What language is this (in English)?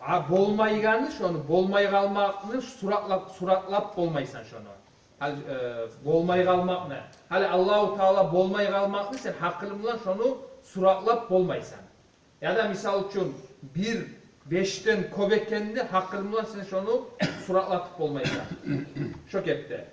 Kumyk